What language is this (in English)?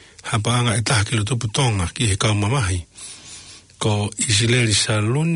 Tongan